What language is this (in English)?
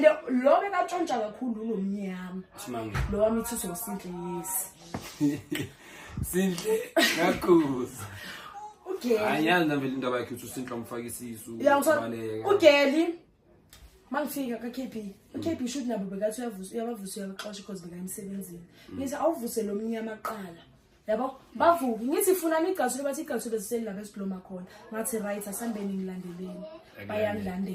Zulu